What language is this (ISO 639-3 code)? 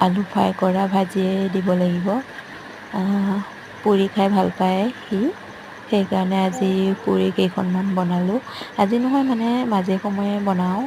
asm